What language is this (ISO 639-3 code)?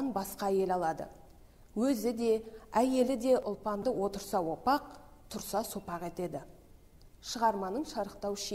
kaz